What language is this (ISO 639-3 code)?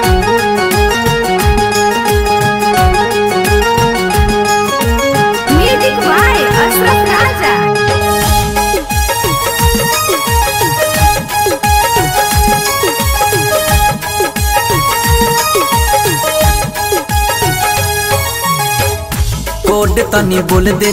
bho